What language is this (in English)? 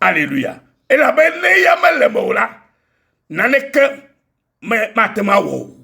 Ewe